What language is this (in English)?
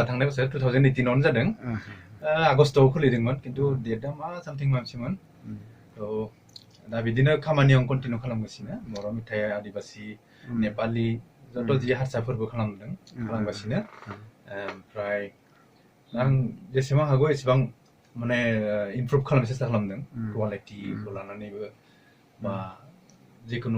Bodo